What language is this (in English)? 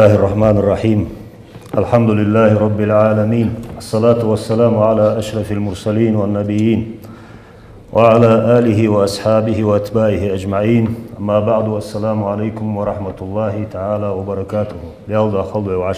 Ingush